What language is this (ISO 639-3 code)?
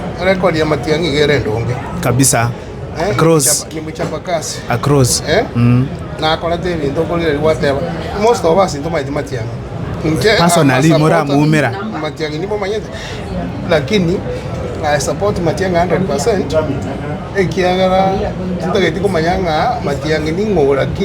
guz